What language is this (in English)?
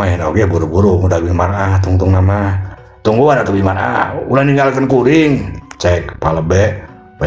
Sundanese